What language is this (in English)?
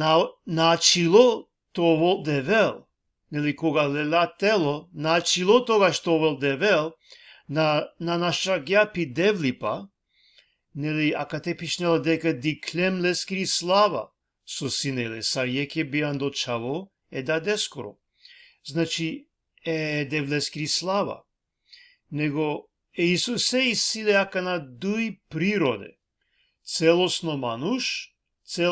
Balkan Romani